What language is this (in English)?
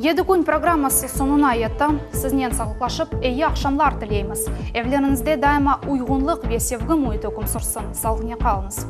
Crimean Tatar